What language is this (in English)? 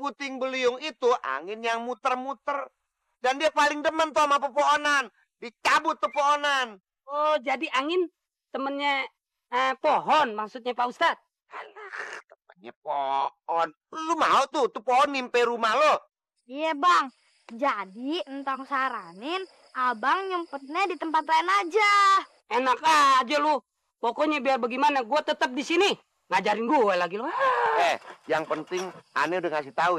Betawi